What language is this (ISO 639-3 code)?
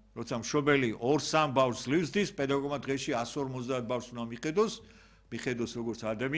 kat